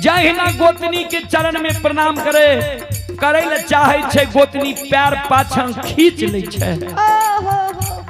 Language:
Maithili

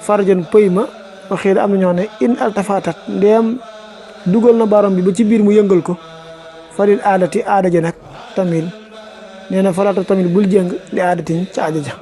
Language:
Wolof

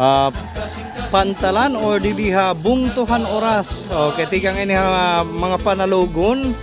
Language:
Waray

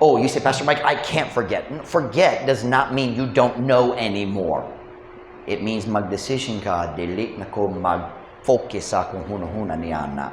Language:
Cebuano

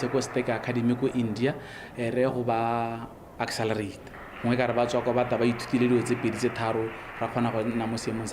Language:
Tswana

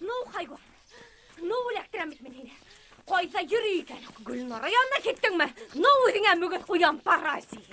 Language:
Bashkir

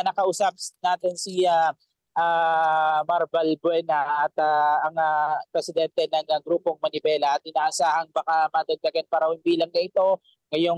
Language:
Filipino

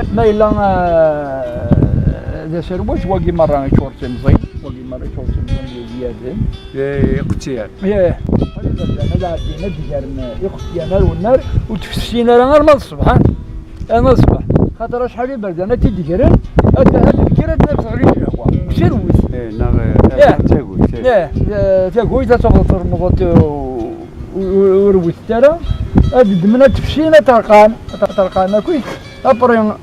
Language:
Kabyle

